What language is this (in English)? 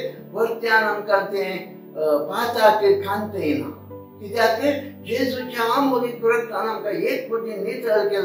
Konkani